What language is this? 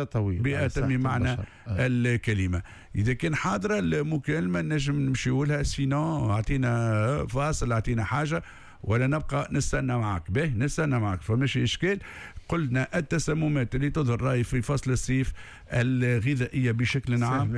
Tunisian Arabic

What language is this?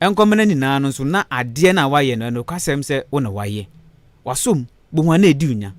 Akan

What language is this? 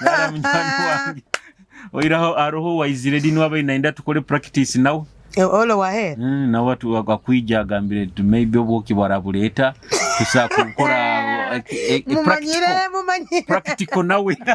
Nyoro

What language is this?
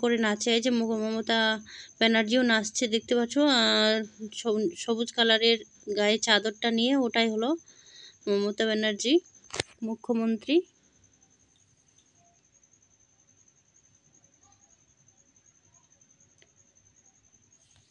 Bangla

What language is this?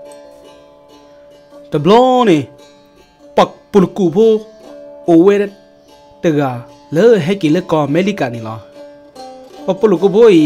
S'gaw Karen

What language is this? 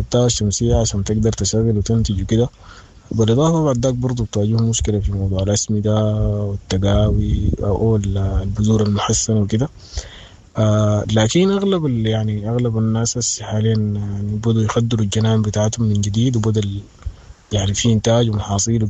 Sudanese Arabic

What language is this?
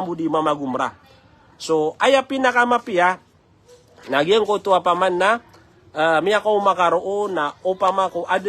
Maranao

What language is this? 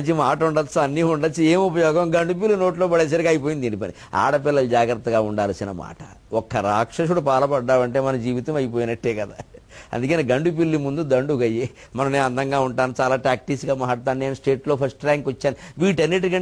Telugu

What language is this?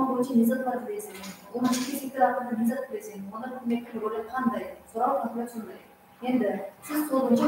Kara-Kalpak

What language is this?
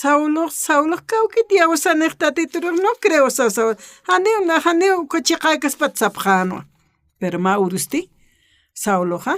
Aymara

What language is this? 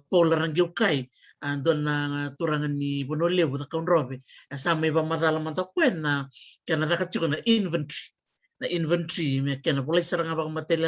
Fijian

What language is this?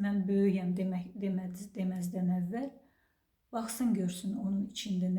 Azerbaijani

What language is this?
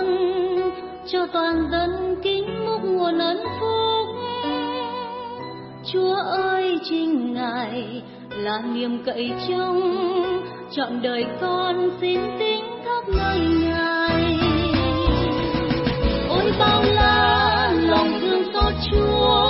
Vietnamese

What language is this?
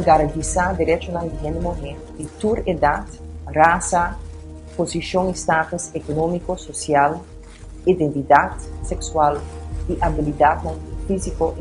Papiamento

